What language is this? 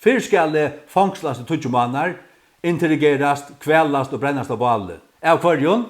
Faroese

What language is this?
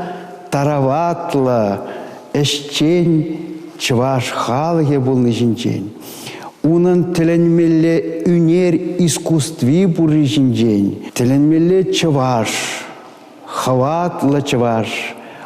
Chuvash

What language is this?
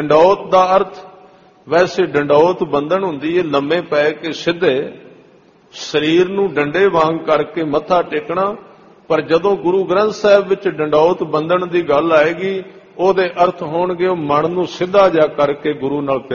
Punjabi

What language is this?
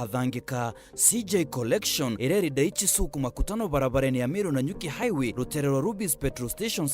Meru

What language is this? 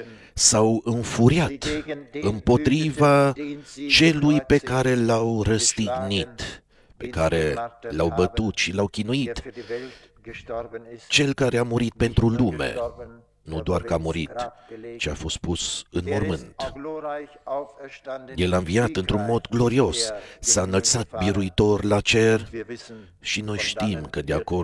Romanian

